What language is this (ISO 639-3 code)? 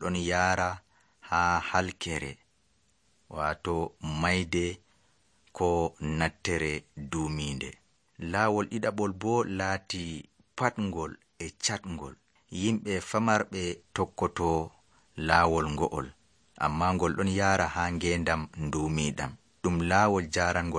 fuv